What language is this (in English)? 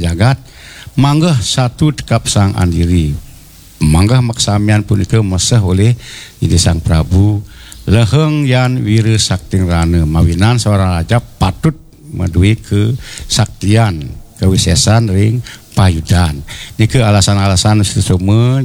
Balinese